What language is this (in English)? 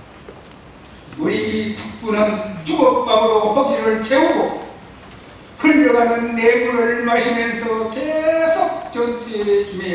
Korean